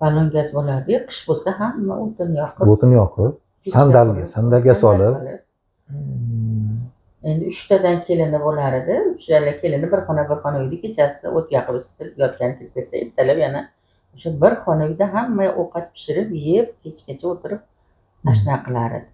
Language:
Uzbek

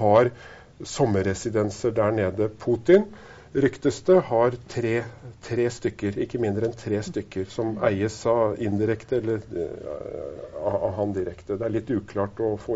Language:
Norwegian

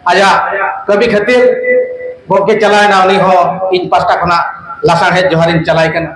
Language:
Santali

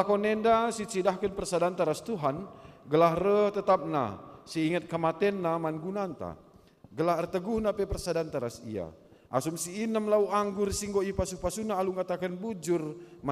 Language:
Batak Karo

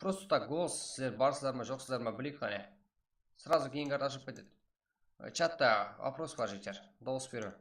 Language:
Kara-Kalpak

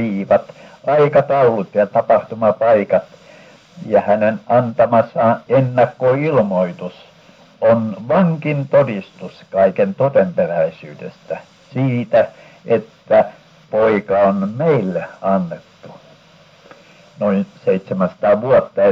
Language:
Finnish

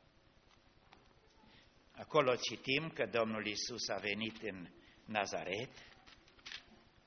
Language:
Romanian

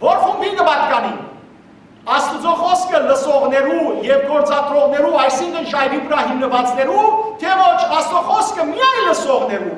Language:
Western Armenian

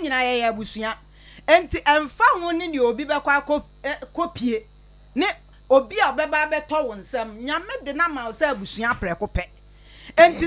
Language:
Akan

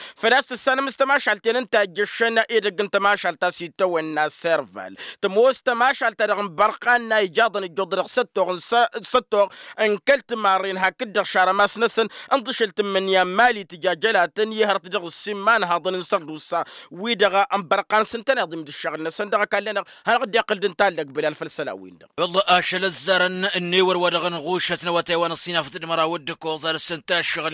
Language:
Tamasheq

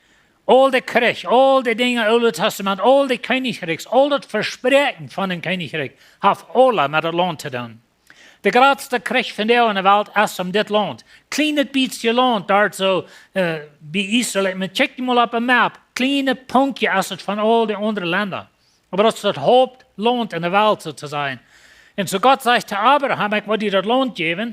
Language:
Plautdietsch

